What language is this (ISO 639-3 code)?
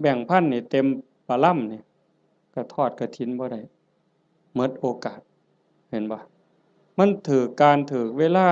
tts